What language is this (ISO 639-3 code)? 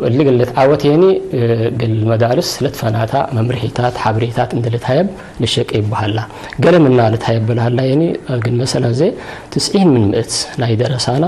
tig